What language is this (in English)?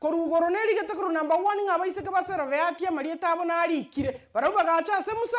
Gusii